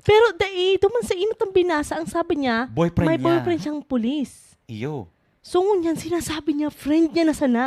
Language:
Bikol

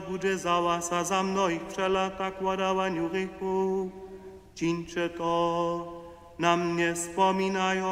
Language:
Upper Sorbian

